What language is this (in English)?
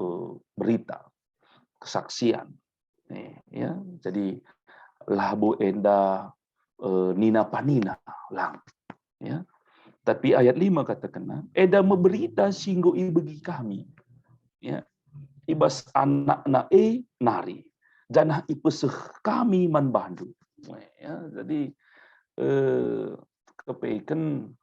Batak Karo